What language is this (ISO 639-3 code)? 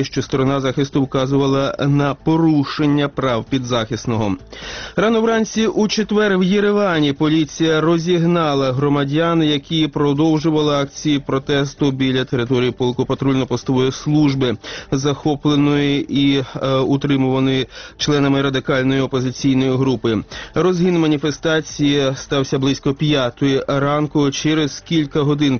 ukr